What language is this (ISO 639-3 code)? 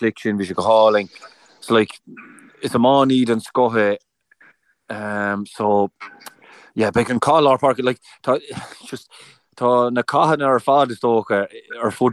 gle